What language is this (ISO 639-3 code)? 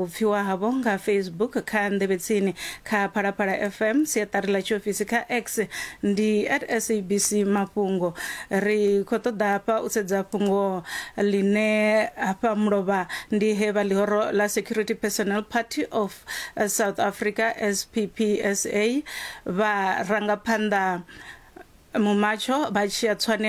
ven